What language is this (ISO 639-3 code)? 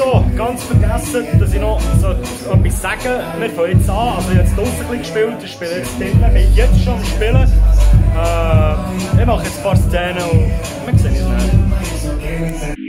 gsw